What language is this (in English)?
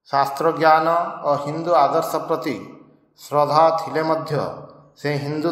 Odia